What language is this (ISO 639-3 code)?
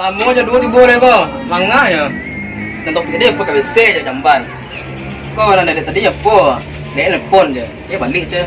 min